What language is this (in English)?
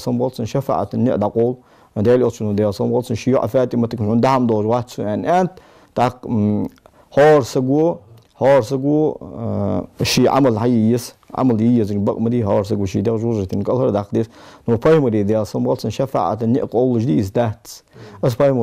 Ingush